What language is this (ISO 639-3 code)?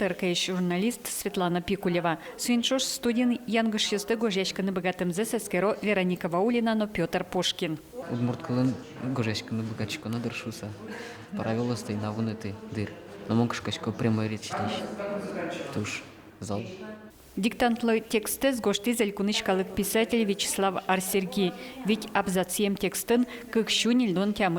udm